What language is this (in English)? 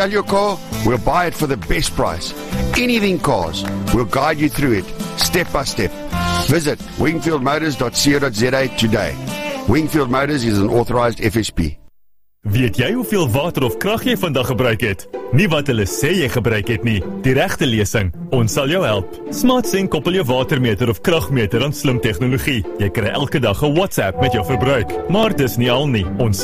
Afrikaans